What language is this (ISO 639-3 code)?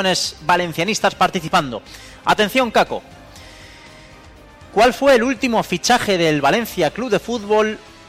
spa